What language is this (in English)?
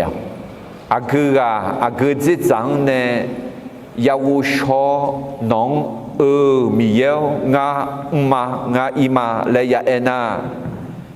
Akha